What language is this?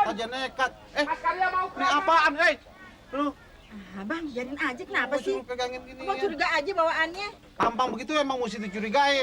Betawi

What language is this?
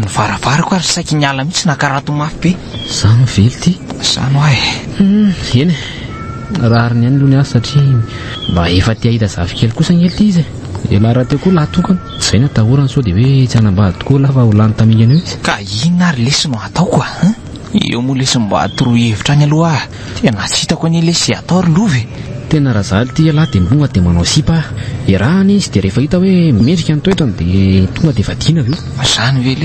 Malagasy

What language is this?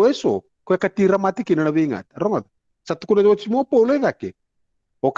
Fijian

